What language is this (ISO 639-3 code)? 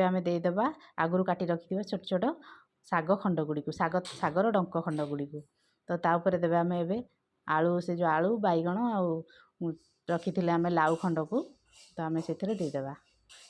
ori